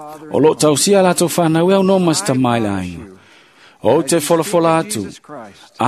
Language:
Samoan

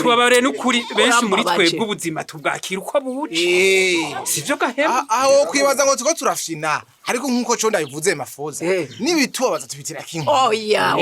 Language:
Rundi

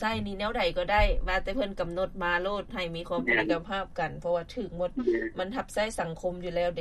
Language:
Lao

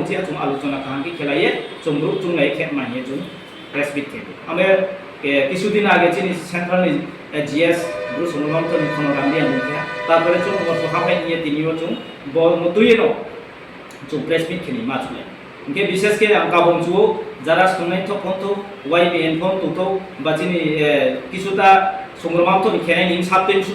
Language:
Riang (India)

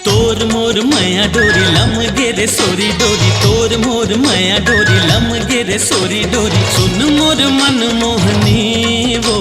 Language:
Chhattisgarhi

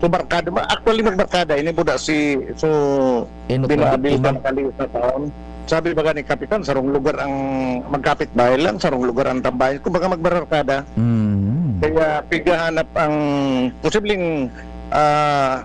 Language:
Bikol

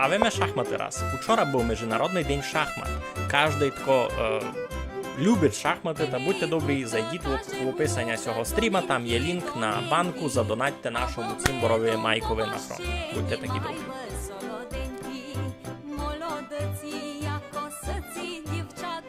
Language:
Rusyn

